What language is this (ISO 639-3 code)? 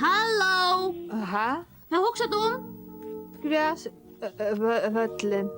fao